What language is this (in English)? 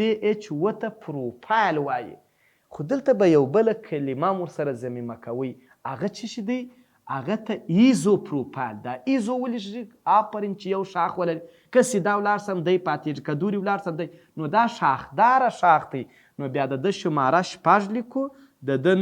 Pashto